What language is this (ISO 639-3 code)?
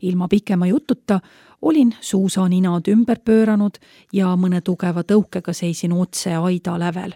est